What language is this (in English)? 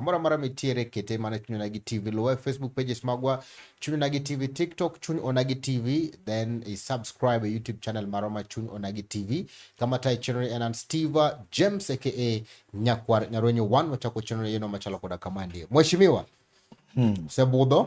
Luo (Kenya and Tanzania)